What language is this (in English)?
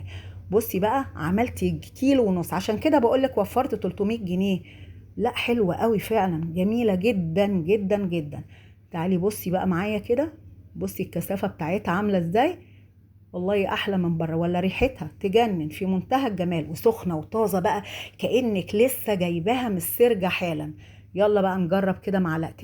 Egyptian Arabic